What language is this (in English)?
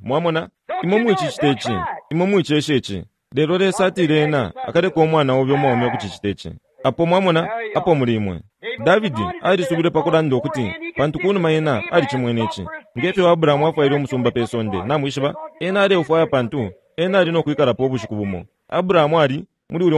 Bemba